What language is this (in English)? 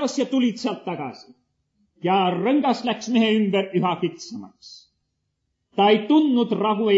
Estonian